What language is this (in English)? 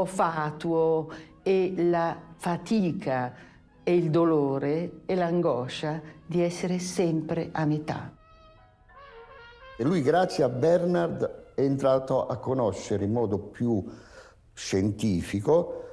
Italian